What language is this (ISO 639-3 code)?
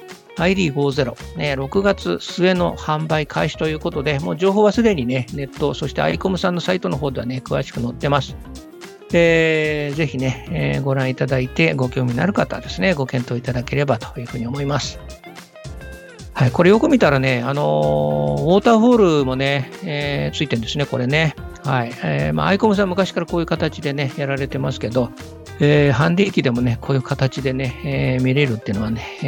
jpn